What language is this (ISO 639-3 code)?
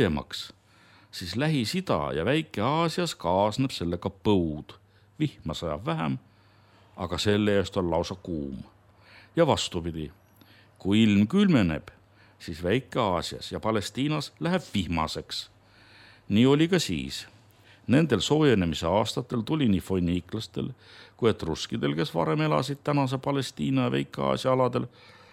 est